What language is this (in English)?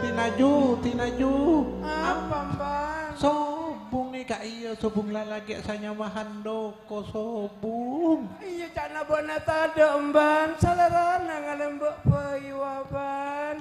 Madurese